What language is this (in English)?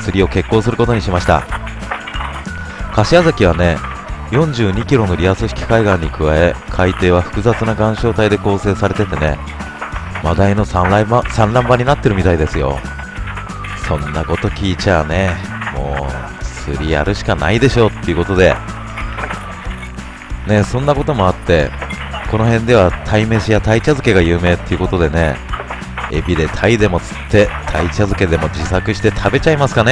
Japanese